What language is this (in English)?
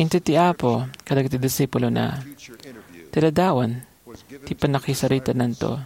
Iloko